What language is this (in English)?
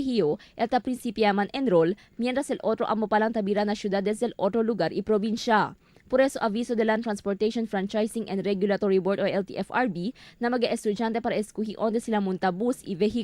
Chavacano